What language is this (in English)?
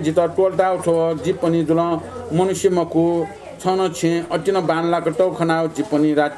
Newari